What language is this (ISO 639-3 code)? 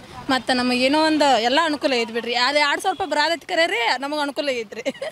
kan